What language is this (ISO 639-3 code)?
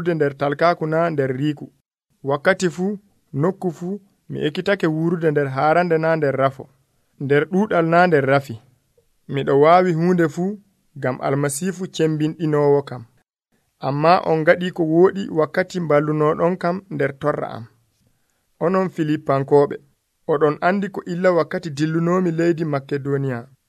fuv